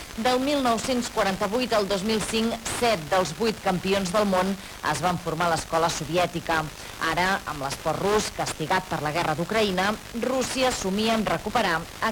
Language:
Catalan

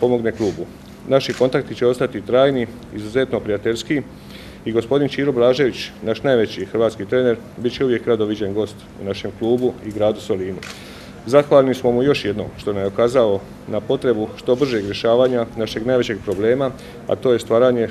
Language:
Croatian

